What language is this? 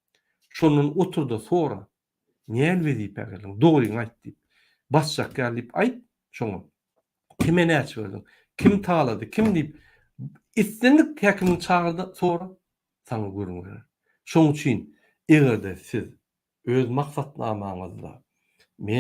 Turkmen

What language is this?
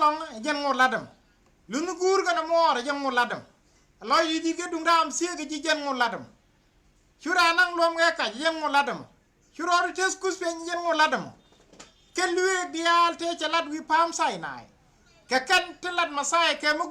Nuer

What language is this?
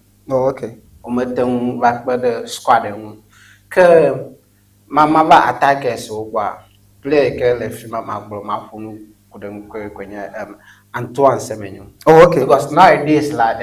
Ewe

